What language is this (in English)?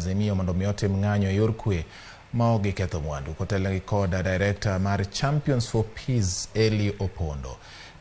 Luo (Kenya and Tanzania)